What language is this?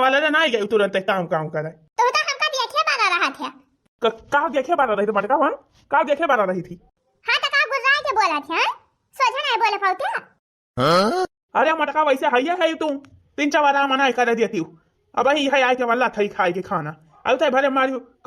Awadhi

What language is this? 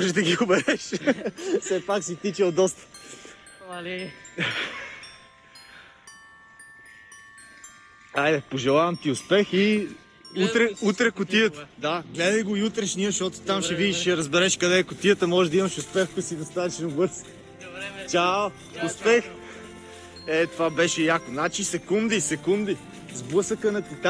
Bulgarian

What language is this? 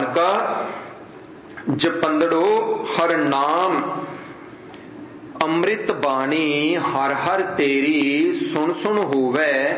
Punjabi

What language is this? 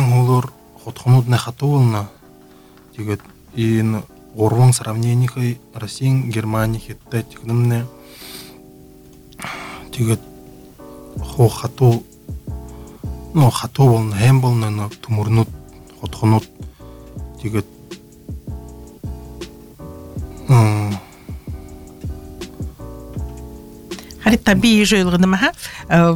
Buriat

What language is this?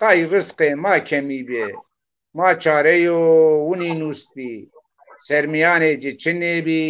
Zaza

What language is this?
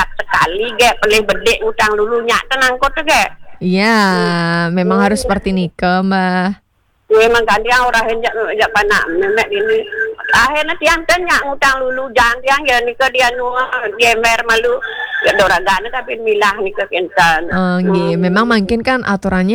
Balinese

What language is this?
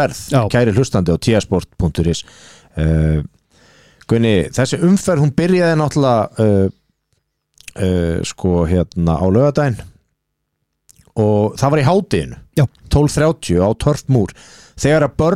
Icelandic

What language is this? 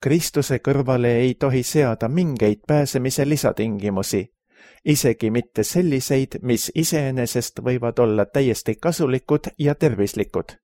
Estonian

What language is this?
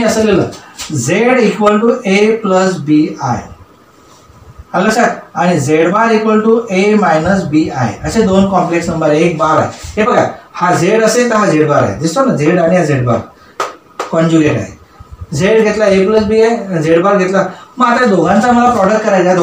Marathi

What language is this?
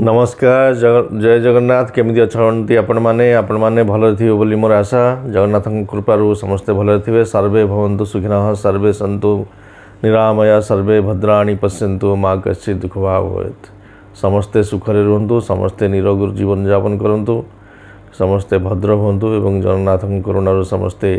Odia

